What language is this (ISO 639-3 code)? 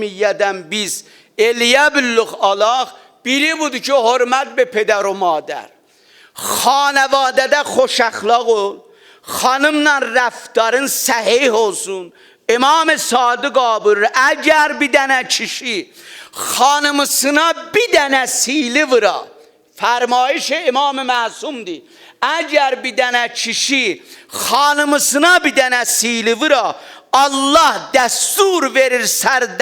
azb